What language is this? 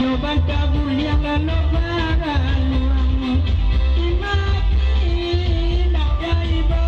Minangkabau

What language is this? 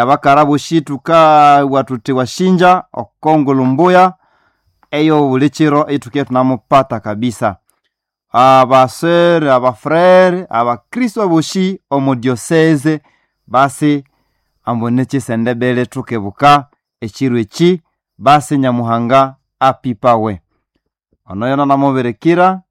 Nande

